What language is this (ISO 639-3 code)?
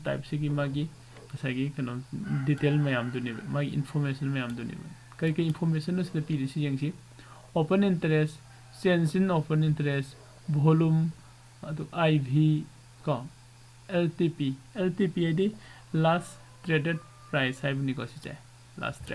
mni